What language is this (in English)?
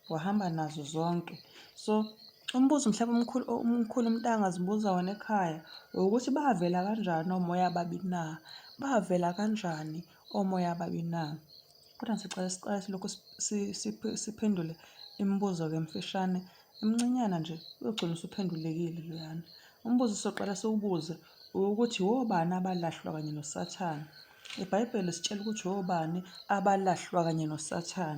Zulu